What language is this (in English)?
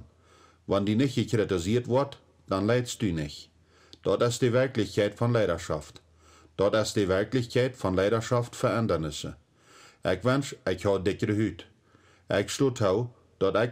Plautdietsch